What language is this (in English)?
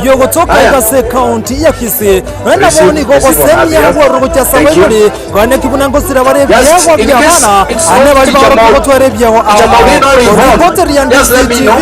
Gusii